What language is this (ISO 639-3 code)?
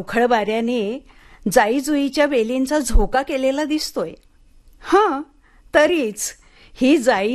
mar